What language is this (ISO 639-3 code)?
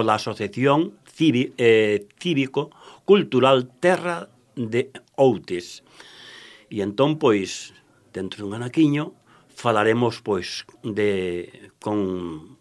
glg